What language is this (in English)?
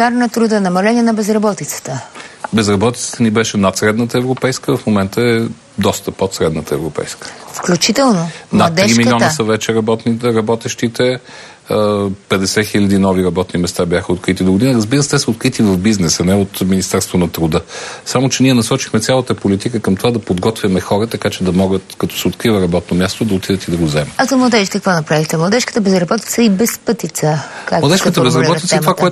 Bulgarian